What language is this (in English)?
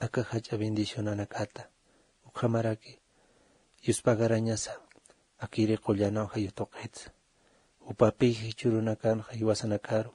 Aymara